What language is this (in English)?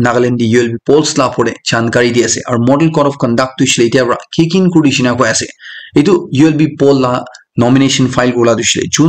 Naga Pidgin